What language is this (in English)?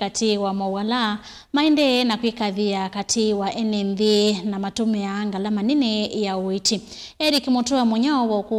Kamba